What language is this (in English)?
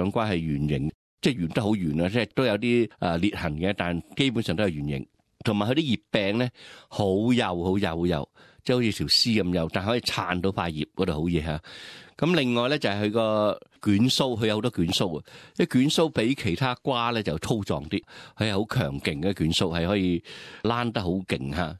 Cantonese